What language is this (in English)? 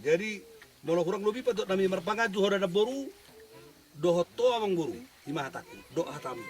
Batak Toba